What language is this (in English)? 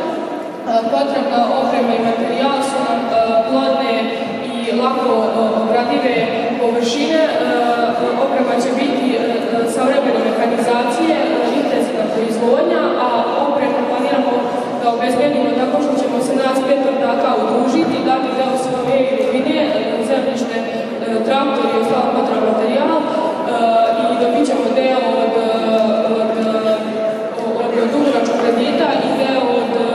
Serbian